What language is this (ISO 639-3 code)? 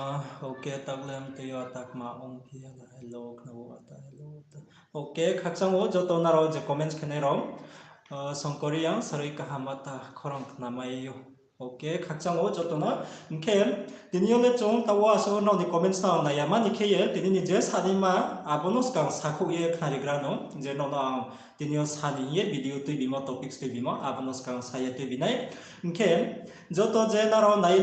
ria